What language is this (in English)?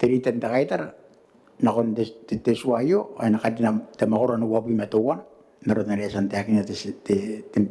Gilbertese